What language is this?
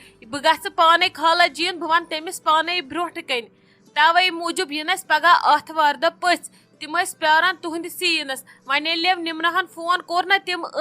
Kashmiri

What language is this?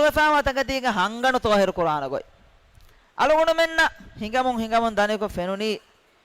Divehi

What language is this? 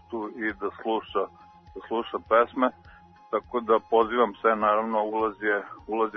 Serbian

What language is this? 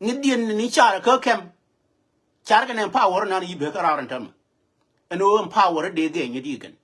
Nuer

